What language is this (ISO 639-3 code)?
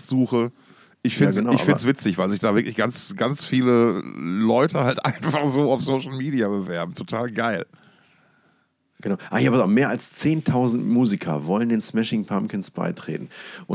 deu